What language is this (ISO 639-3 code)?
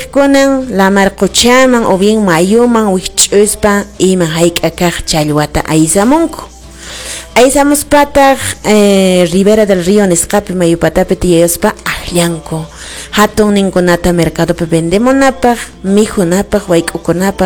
que